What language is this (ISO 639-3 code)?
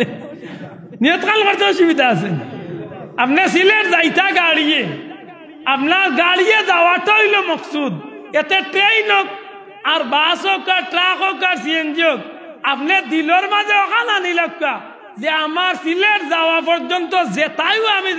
syl